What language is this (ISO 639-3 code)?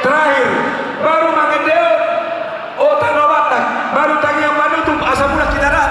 bbc